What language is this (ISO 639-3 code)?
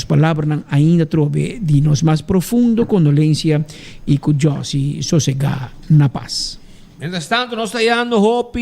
pap